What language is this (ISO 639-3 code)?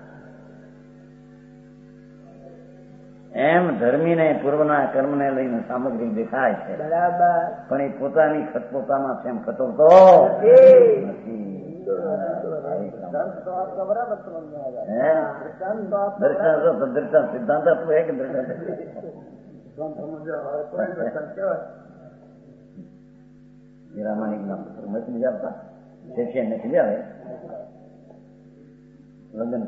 guj